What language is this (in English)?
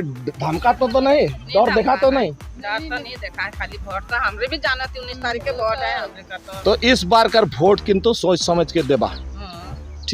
Sadri